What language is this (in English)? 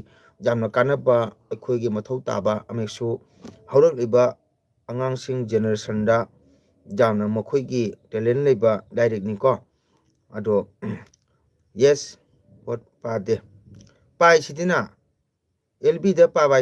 Manipuri